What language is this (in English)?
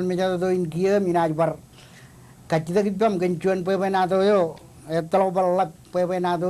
Marshallese